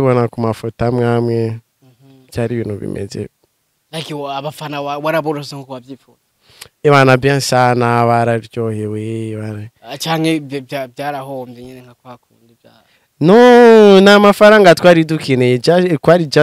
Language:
Rundi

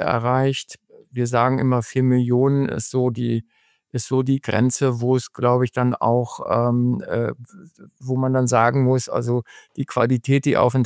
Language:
German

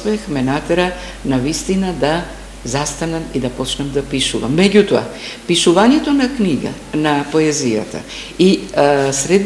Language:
Macedonian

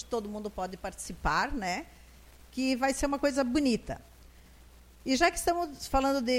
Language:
Portuguese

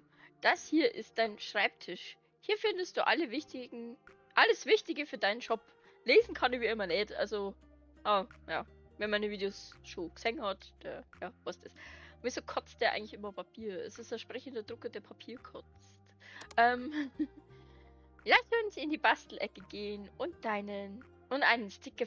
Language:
Bavarian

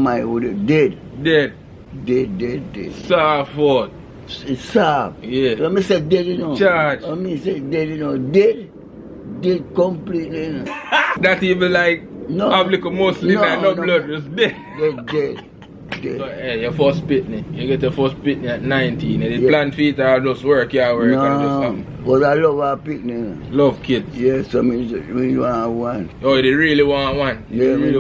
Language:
Jamaican Creole English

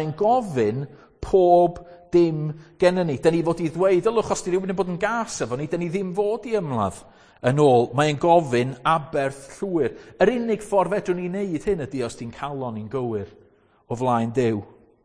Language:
Welsh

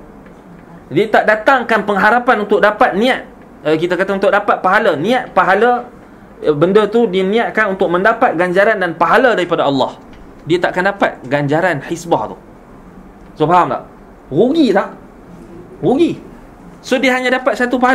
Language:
Malay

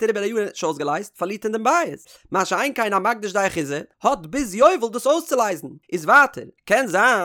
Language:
Yiddish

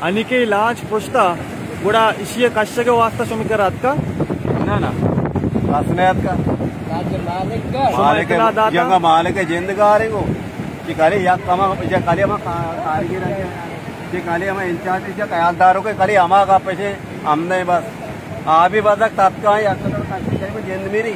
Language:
Baluchi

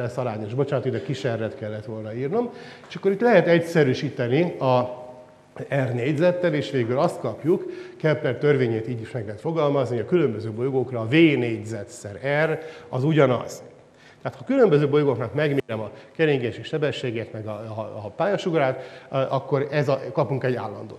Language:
Hungarian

